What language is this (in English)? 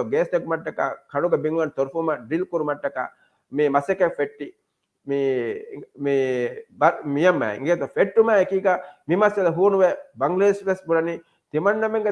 Divehi